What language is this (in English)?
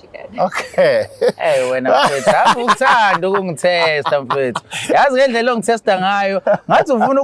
Zulu